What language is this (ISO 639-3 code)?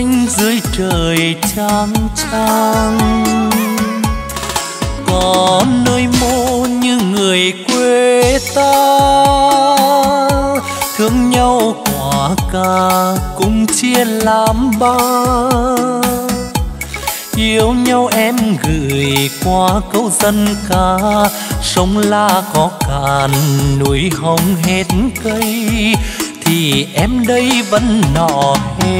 vie